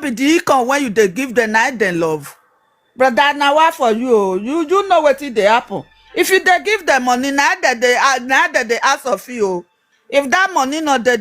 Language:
Nigerian Pidgin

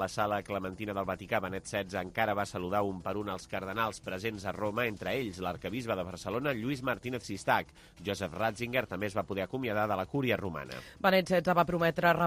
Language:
Catalan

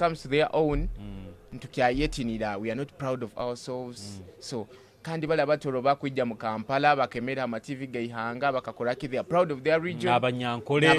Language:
Nyoro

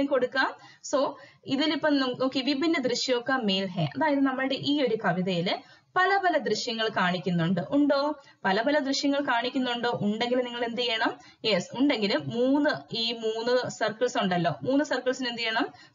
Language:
Malayalam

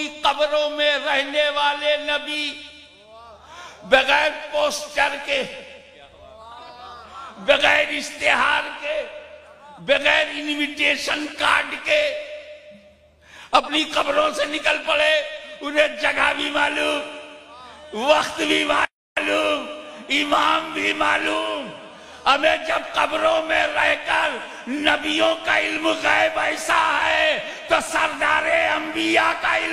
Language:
Urdu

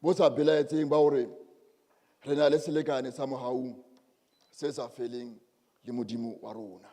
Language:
Southern Sotho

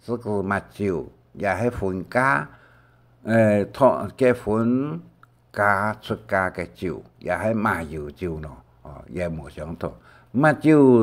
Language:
Hakka Chinese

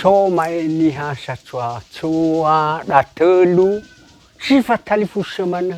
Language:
Nias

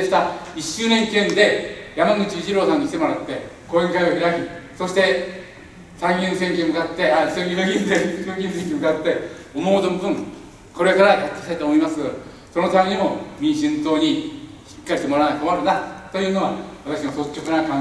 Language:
Japanese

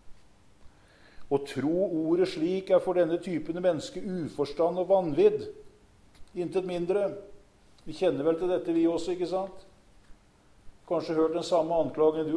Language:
Norwegian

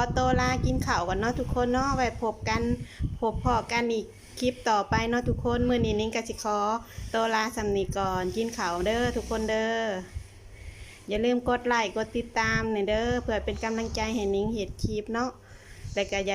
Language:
Lao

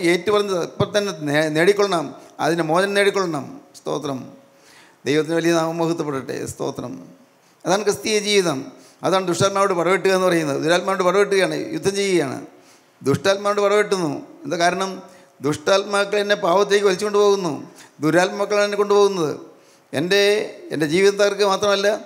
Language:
Malayalam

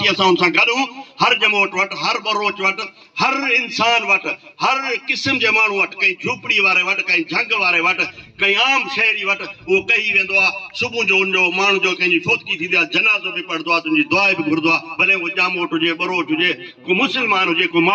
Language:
Sindhi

